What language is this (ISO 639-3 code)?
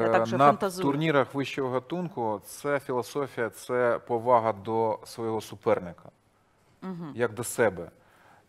ukr